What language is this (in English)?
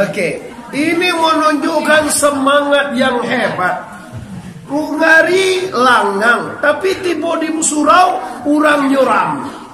Minangkabau